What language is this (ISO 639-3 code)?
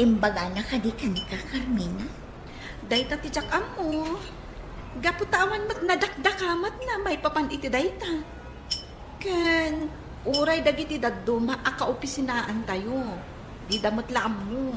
ilo